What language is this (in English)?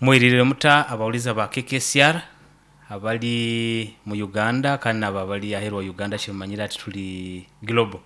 Nyoro